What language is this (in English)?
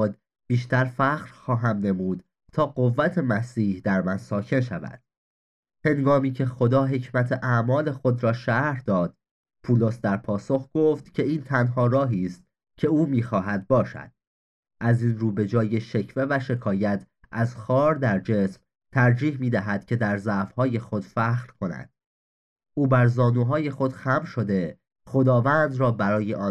Persian